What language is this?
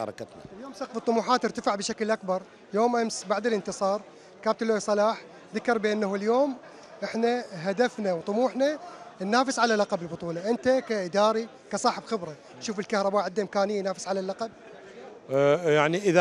Mesopotamian Arabic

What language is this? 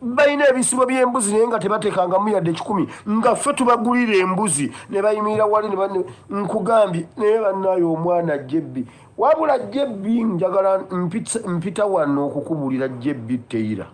Ganda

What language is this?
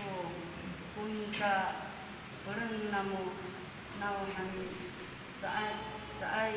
Amis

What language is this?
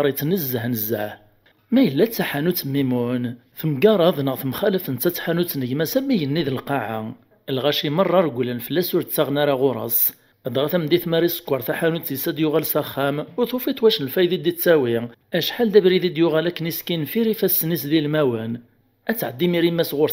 Kabyle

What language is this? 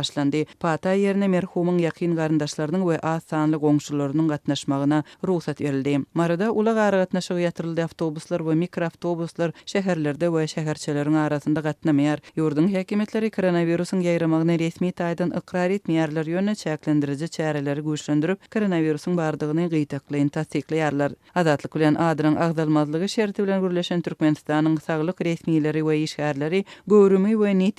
Turkmen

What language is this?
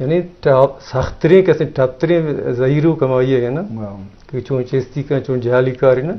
Eastern Balochi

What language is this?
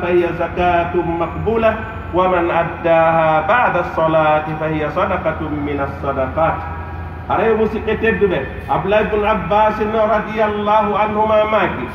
Pular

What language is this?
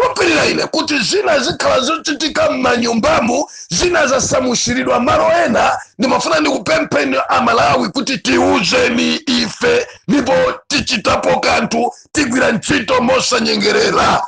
Nyanja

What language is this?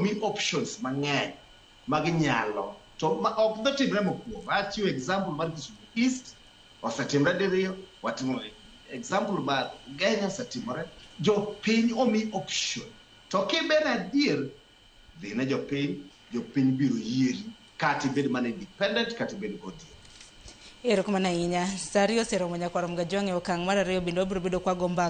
Luo (Kenya and Tanzania)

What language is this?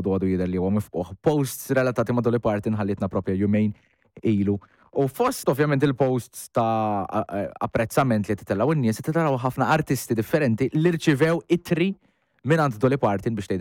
Maltese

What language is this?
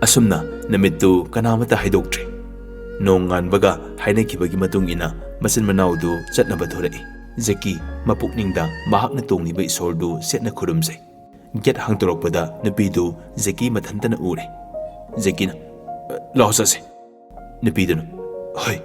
Manipuri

